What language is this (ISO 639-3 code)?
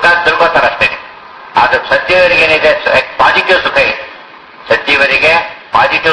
kan